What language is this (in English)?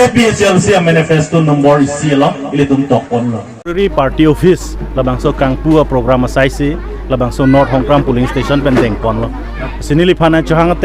Karbi